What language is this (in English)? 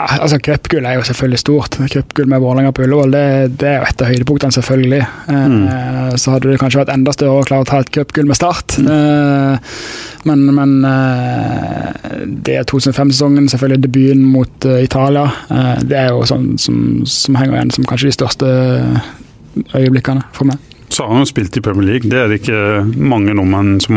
Norwegian